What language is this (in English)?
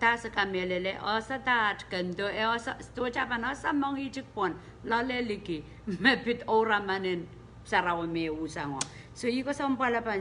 Pohnpeian